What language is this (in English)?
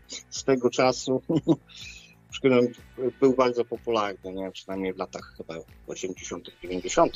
Polish